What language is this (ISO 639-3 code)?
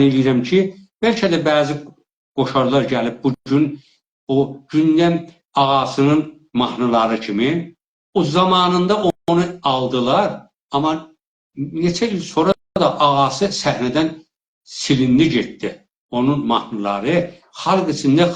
azb